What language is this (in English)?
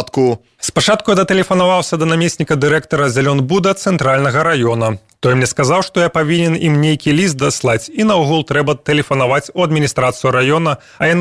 Belarusian